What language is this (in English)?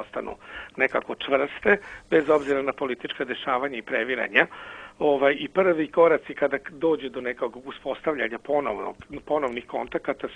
Serbian